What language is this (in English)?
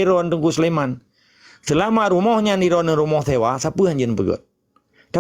Achinese